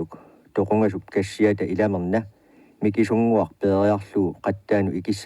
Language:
Kalaallisut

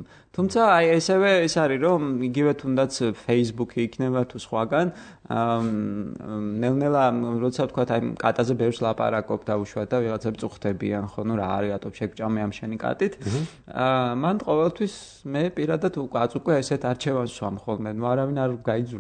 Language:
Georgian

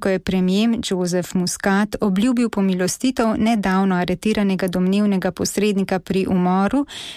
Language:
Slovenian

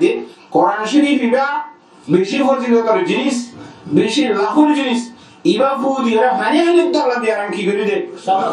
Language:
Rohingya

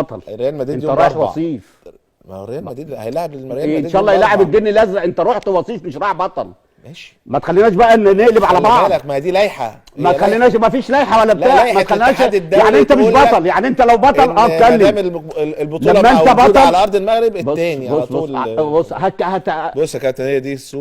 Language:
Egyptian Arabic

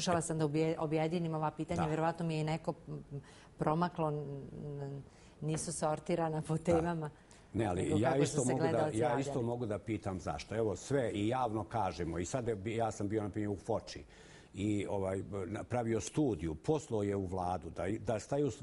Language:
Bosnian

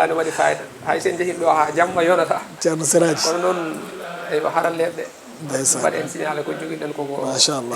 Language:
Fula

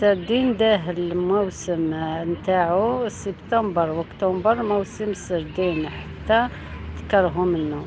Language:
Algerian Arabic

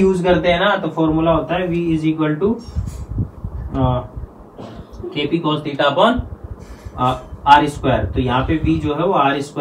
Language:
Hindi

